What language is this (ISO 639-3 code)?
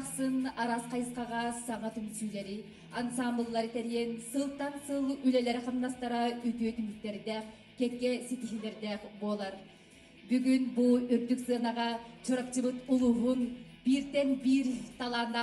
sah